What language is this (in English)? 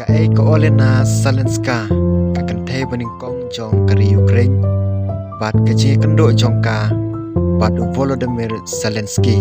Khasi